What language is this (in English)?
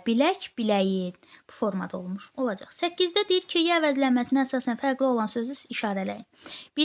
Azerbaijani